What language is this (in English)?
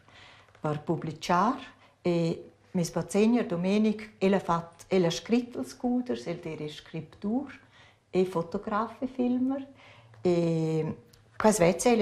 Romansh